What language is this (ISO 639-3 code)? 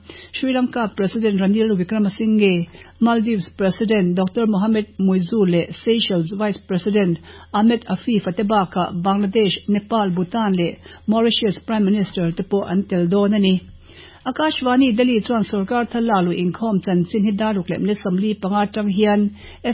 lus